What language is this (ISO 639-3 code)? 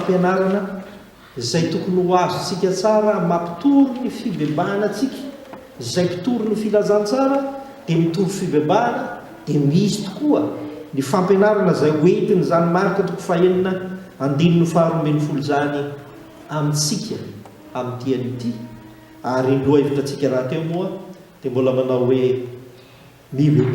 mlg